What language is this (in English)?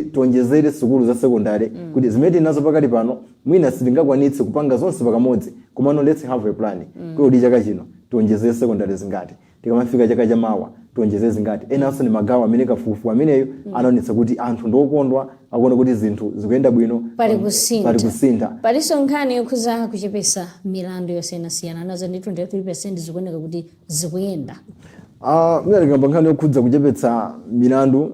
Nyanja